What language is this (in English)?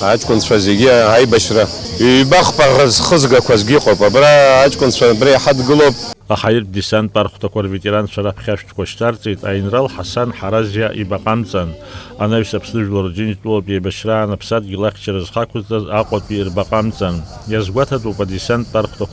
Abkhazian